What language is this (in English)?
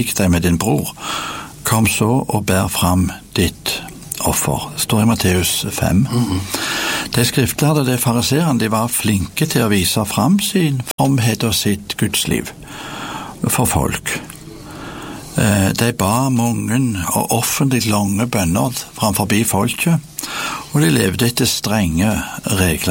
Norwegian